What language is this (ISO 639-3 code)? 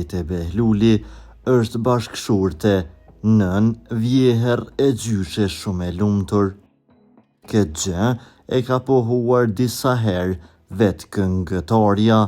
sqi